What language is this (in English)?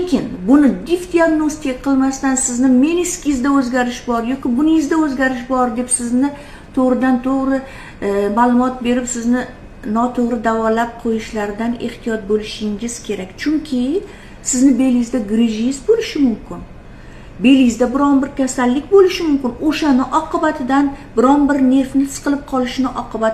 Uzbek